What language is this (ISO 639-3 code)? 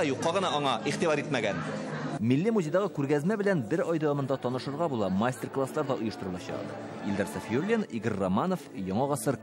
tat